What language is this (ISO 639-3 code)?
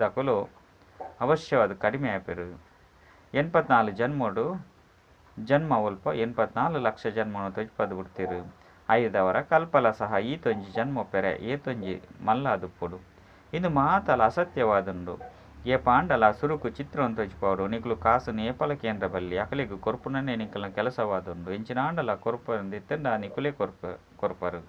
tcy